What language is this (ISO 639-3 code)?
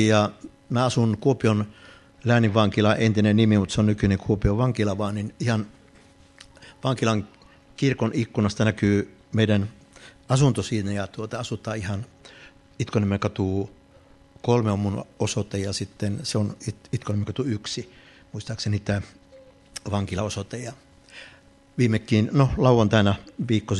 fin